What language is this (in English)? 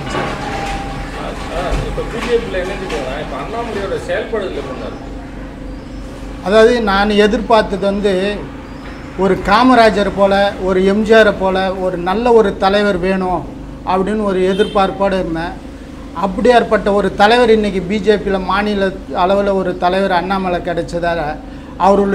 Tamil